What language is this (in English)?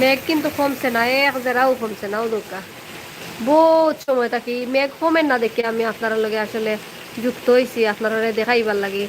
Sylheti